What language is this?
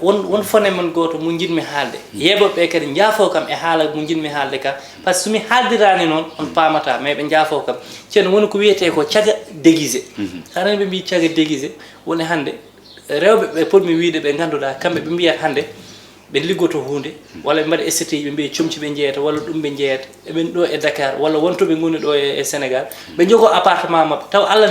Fula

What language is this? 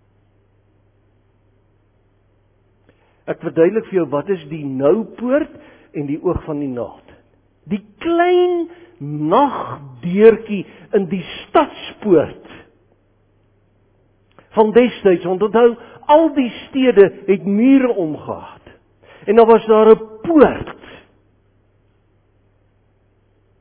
Afrikaans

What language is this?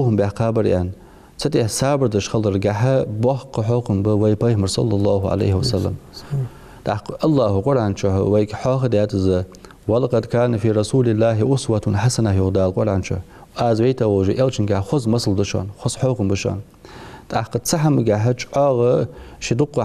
Ingush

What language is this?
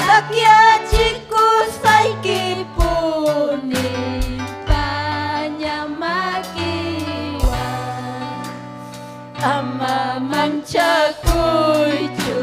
Ayacucho Quechua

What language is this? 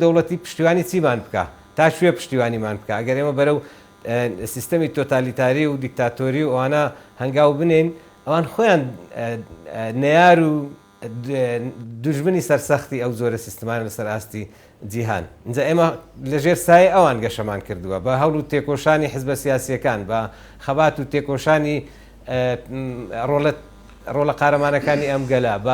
Central Kurdish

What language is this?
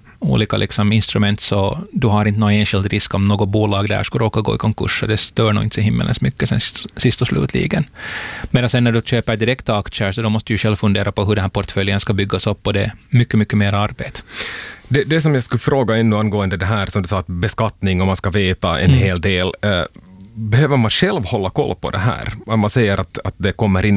Swedish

